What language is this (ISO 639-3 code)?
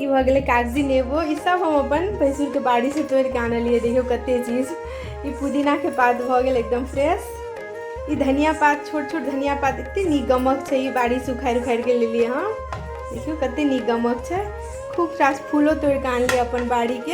mai